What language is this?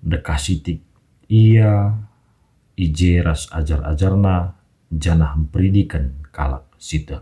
Batak Karo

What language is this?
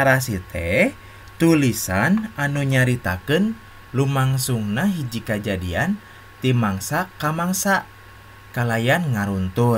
Sundanese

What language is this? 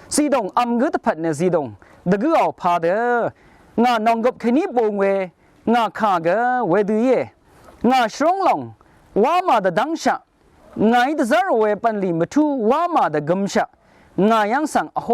Rawang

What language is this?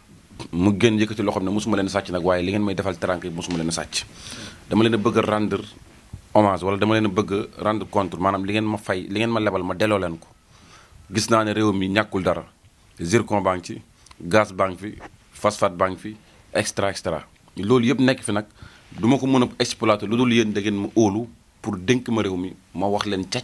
Wolof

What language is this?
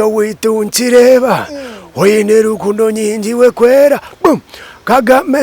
Nyankole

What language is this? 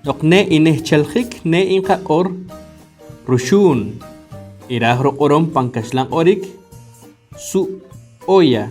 Poqomchi'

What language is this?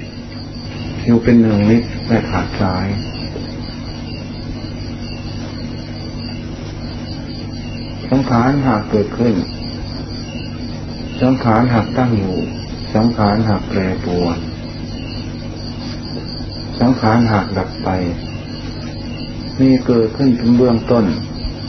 Thai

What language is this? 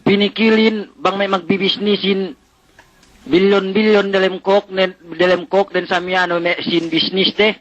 Yakan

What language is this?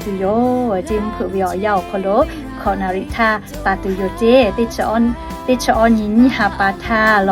Lahu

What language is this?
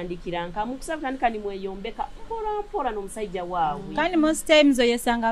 Nyoro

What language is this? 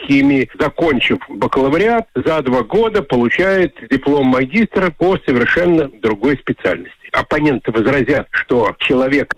Russian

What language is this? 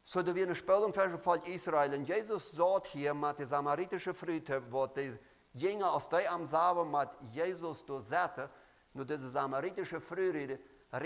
Plautdietsch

